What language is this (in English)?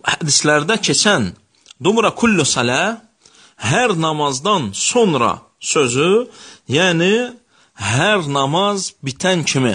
Azerbaijani